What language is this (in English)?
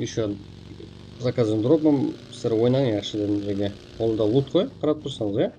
Kara-Kalpak